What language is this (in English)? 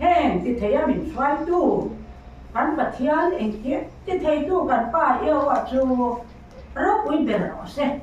Mizo